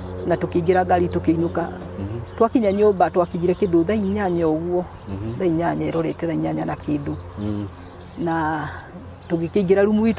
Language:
Kikuyu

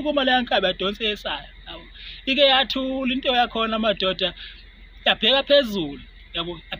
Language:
Zulu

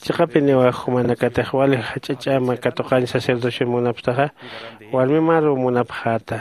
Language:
Aymara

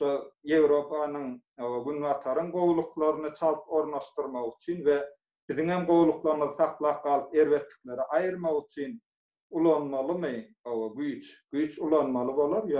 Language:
Turkmen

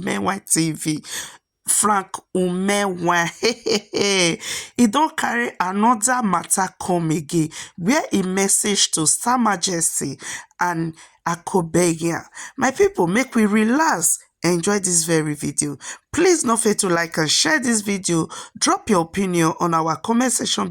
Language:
Nigerian Pidgin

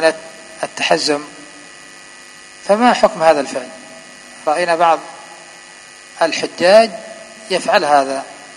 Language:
Arabic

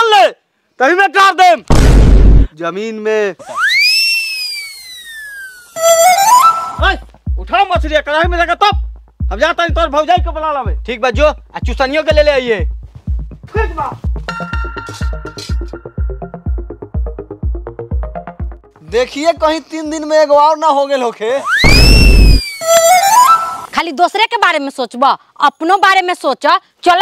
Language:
Bhojpuri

